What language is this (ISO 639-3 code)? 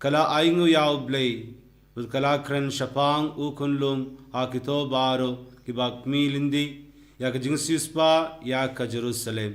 kha